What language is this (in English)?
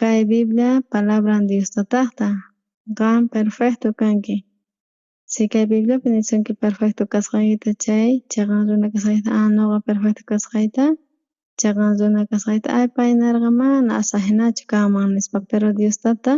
South Bolivian Quechua